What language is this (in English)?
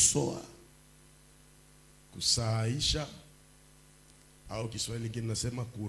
Swahili